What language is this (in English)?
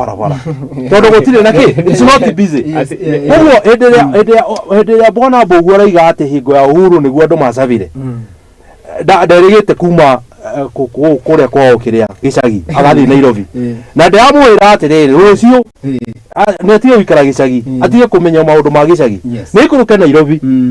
Kikuyu